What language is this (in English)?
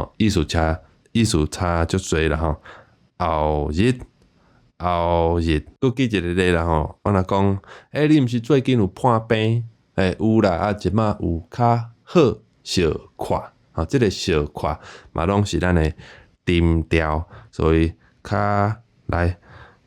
Min Nan Chinese